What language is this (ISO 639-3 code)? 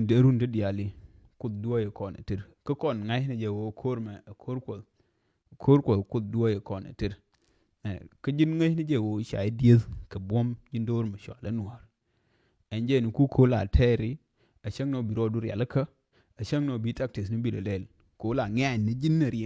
nus